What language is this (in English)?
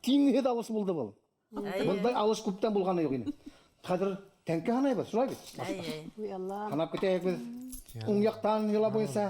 Bashkir